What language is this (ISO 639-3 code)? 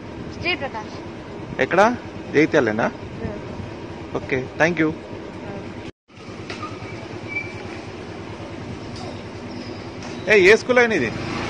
tel